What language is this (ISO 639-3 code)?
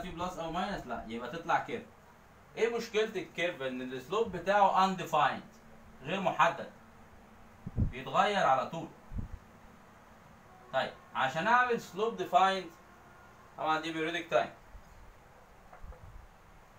arz